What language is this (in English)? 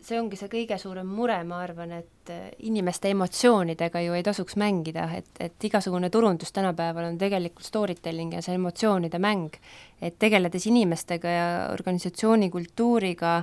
Estonian